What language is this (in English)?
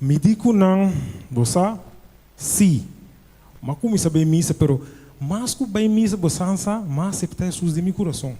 Papiamento